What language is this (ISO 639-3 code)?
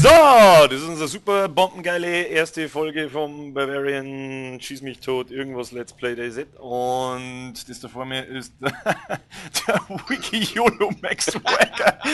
bar